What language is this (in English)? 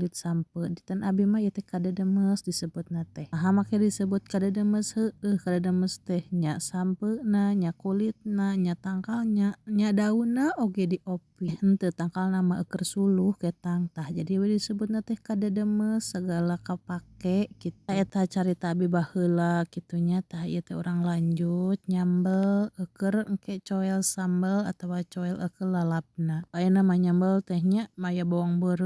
Sundanese